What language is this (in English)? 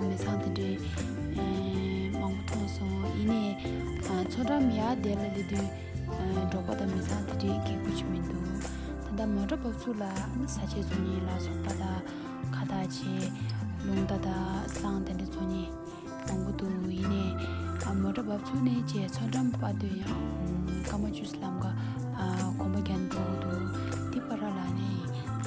Tibetan